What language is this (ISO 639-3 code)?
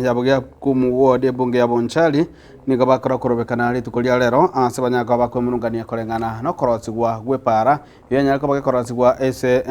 guz